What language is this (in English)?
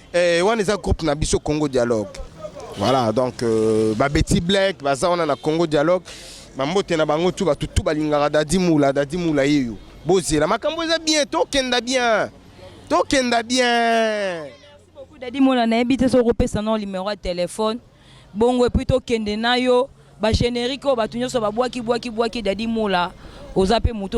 Lingala